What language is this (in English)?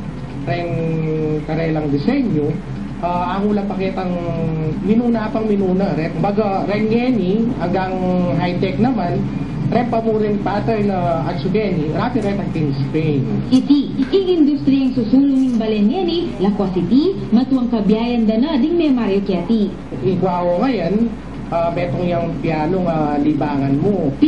Pampanga